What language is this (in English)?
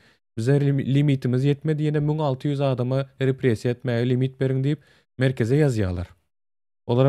Turkmen